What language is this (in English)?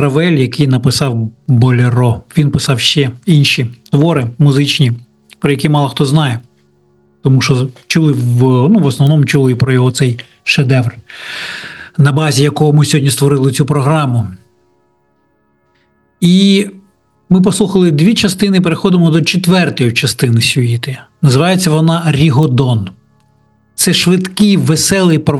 Ukrainian